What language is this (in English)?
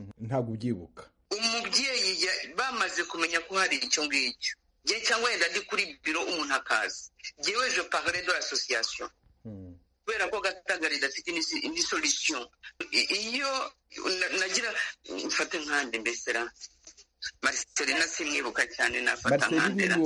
Kinyarwanda